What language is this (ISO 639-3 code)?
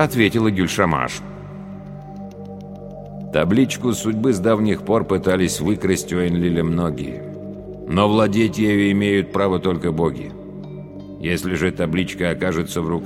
rus